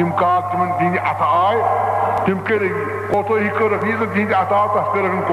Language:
Kashmiri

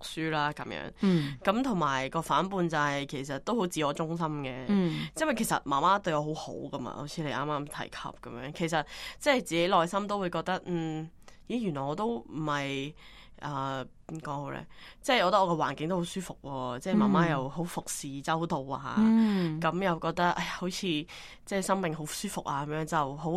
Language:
Cantonese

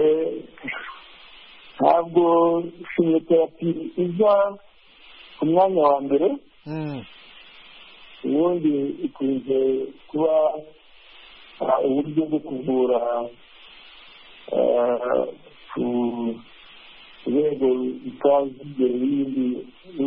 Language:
Kinyarwanda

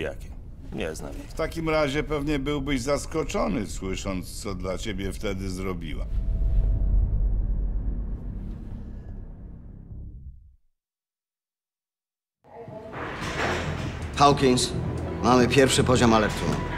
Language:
Polish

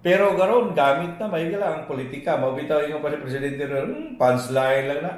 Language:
Cebuano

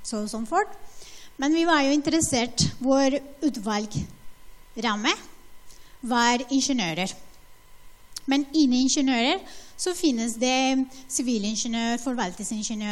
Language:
Norwegian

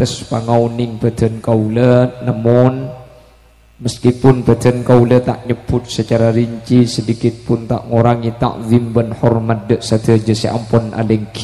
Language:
Madurese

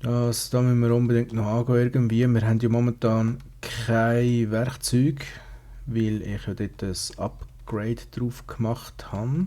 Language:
Swiss German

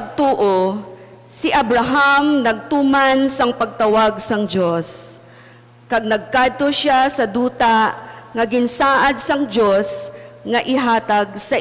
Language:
Hiligaynon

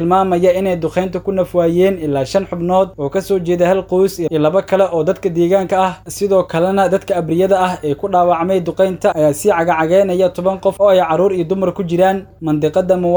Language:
Somali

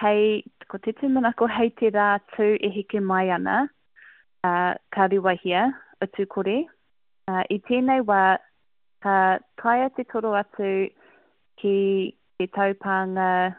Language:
Māori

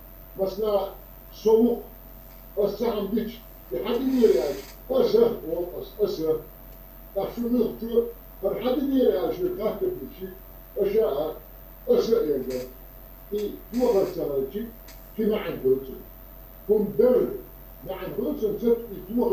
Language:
Chechen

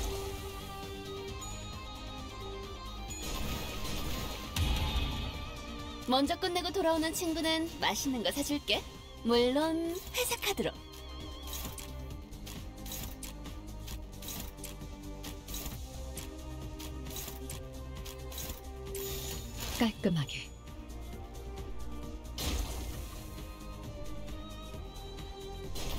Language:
Korean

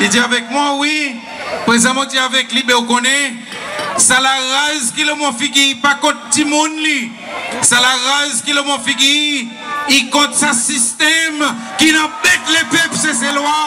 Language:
Seselwa Creole French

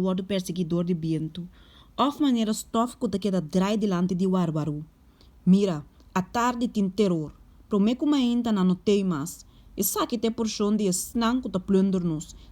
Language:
Papiamento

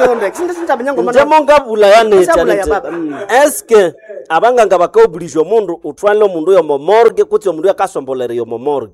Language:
Nande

